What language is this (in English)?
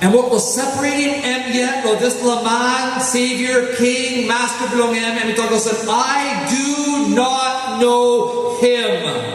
Tok Pisin